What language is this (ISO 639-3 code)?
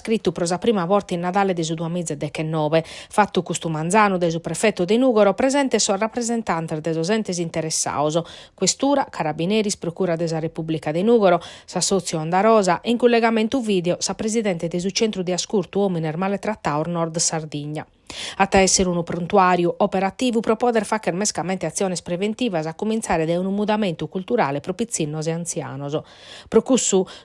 srd